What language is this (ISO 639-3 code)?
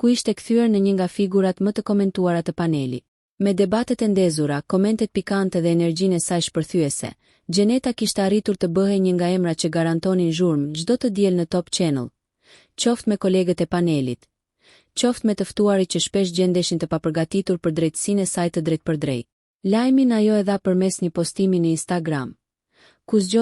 sqi